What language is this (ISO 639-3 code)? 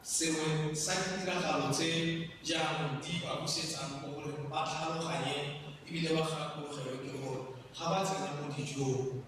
tsn